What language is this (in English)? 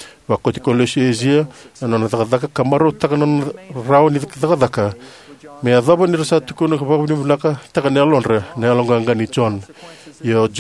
Fijian